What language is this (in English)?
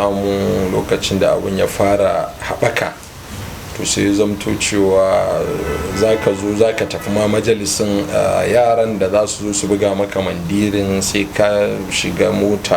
Hausa